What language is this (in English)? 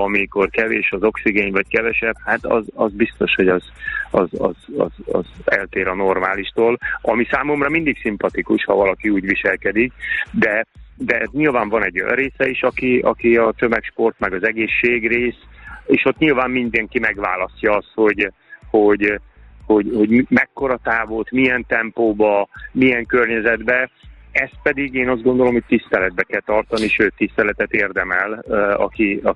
Hungarian